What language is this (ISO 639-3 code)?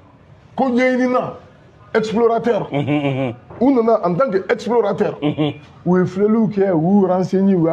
bam